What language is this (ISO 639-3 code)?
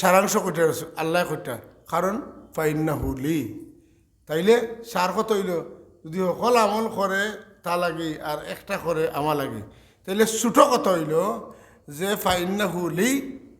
syl